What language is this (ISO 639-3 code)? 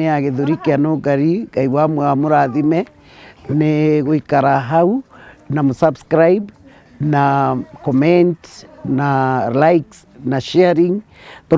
kik